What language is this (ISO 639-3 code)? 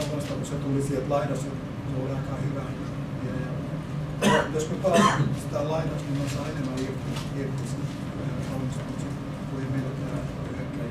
fin